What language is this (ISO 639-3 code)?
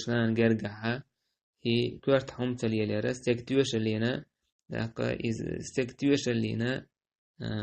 che